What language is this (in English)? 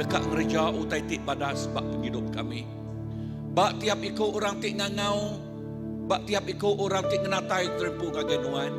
Iban